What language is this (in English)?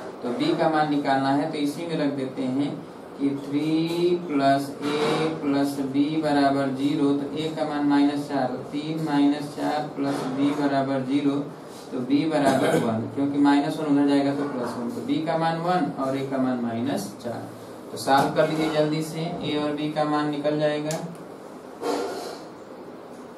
Hindi